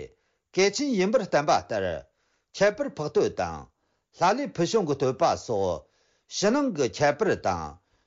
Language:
Tibetan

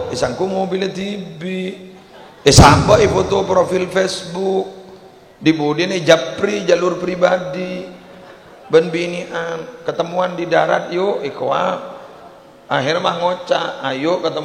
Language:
Madurese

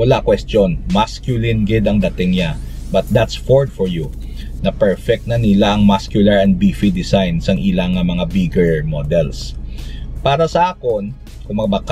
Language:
Hiligaynon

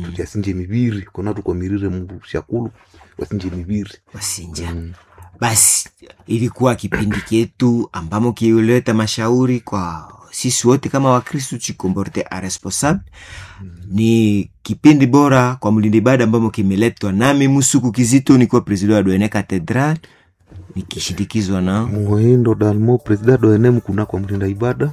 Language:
Swahili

